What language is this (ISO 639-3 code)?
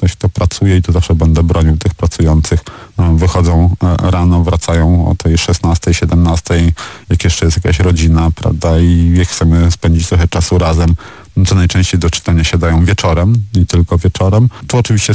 pol